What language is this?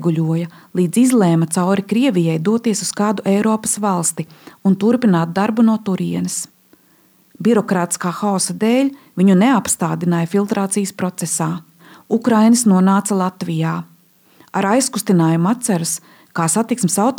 Latvian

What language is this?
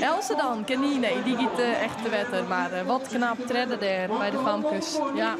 Western Frisian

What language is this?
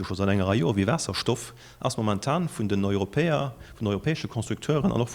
Luxembourgish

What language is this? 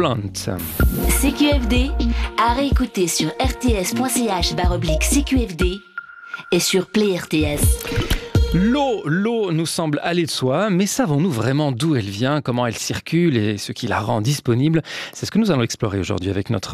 French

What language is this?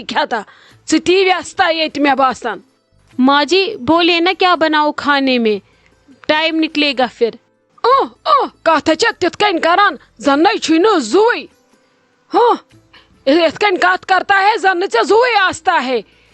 Kashmiri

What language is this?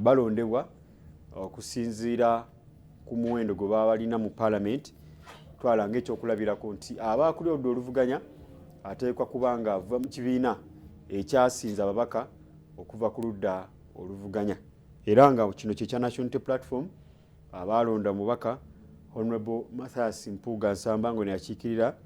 Ganda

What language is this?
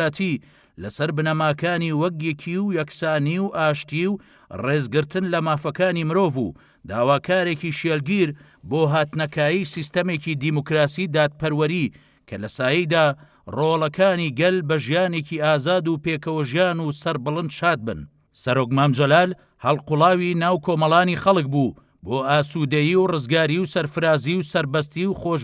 Central Kurdish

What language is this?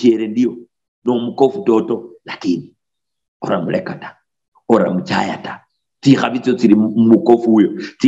Luyia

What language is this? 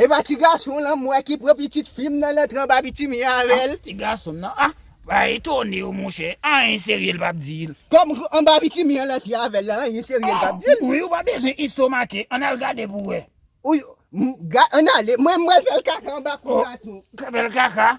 Haitian Creole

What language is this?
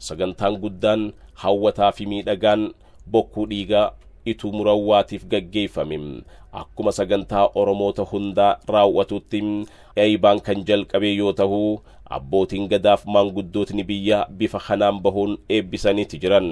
Oromo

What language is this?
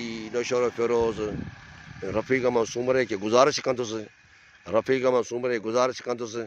Sindhi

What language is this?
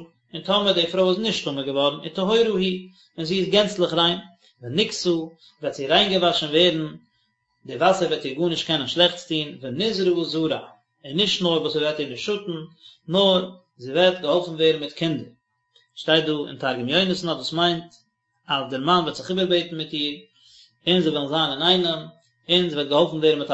Yiddish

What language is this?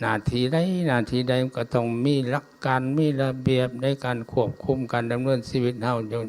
Lao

